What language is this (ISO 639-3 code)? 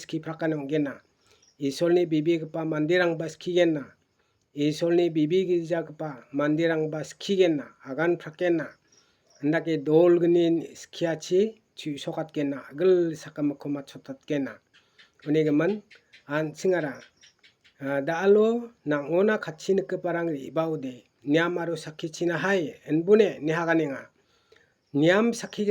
grt